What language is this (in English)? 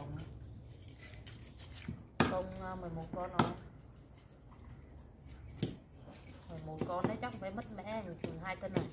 Vietnamese